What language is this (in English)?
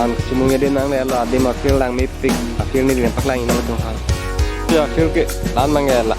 Karbi